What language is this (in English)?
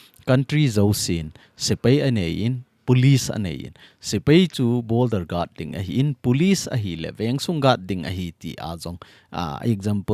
Thado Chin